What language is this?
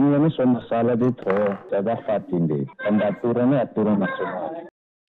Tetum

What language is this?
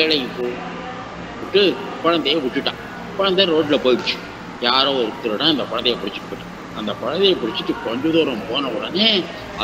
Tamil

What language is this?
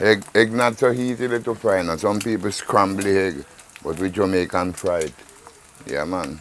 Jamaican Creole English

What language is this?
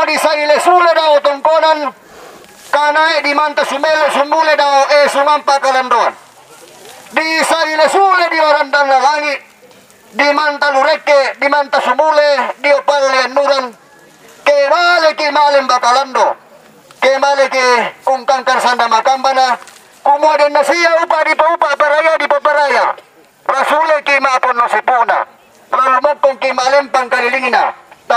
Toraja-Sa'dan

